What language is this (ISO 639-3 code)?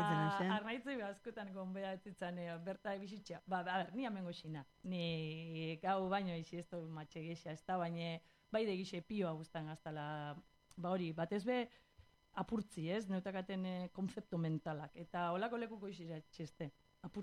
eus